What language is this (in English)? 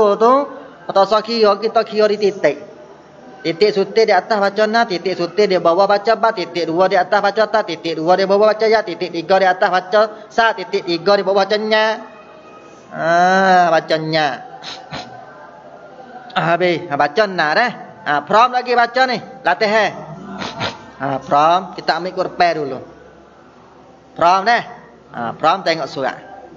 Malay